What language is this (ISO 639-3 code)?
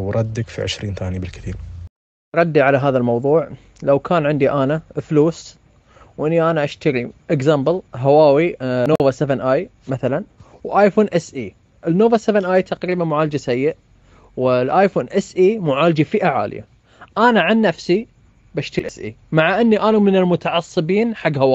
ars